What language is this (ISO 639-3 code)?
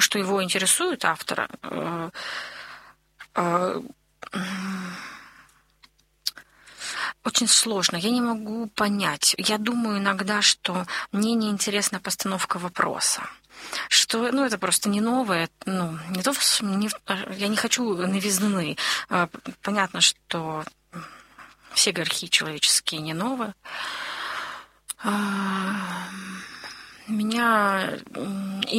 rus